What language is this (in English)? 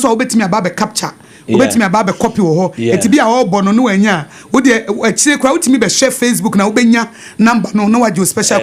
Akan